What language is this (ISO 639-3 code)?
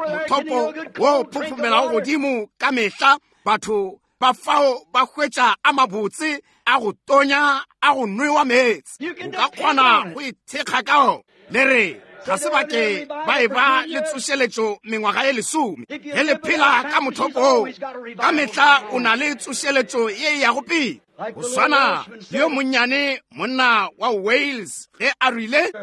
nso